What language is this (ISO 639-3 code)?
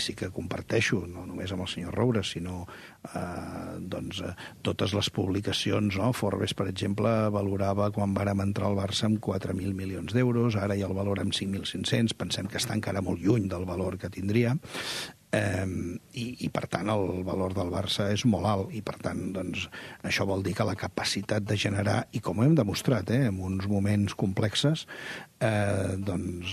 cat